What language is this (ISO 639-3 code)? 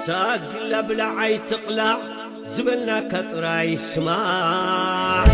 tir